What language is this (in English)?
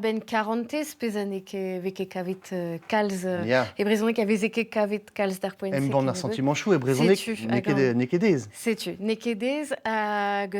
Breton